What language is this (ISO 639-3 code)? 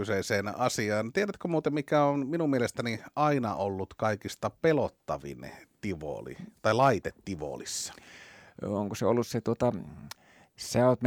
fin